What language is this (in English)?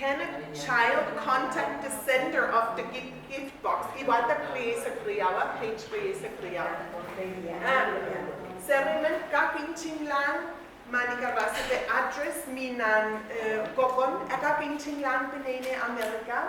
Pohnpeian